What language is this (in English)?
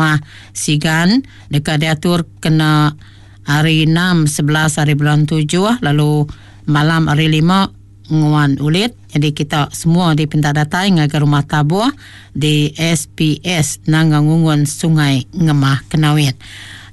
Iban